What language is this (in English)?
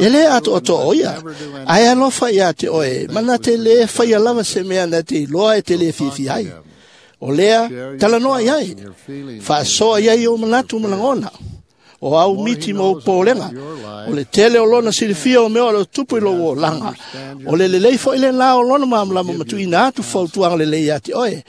Samoan